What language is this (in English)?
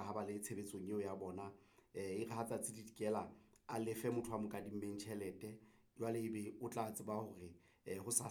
Southern Sotho